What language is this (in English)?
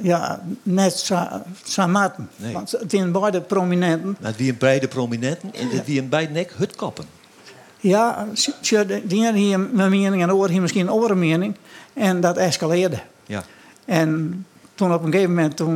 Western Frisian